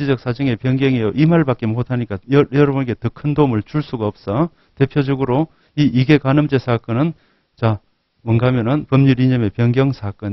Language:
Korean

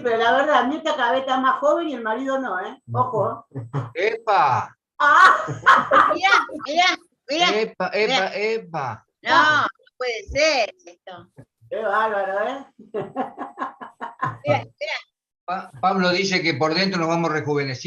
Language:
Guarani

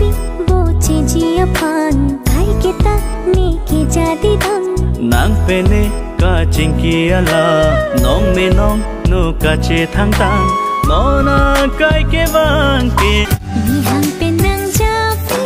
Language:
Karbi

